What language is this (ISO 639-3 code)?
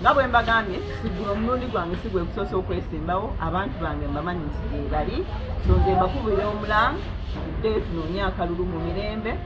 lug